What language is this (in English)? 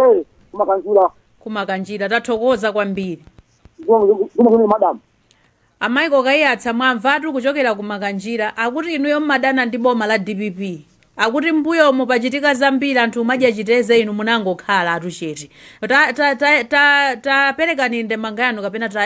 Nyanja